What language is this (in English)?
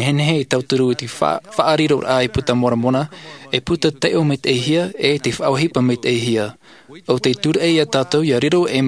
Tahitian